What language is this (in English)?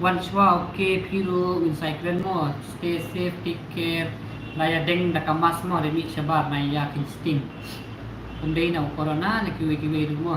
Khasi